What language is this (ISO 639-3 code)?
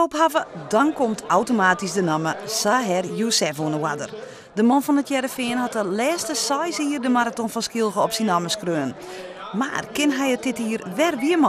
fry